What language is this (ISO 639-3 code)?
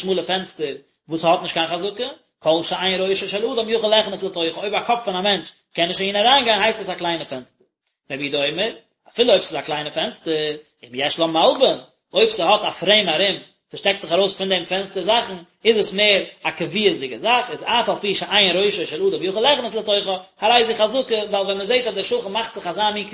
yid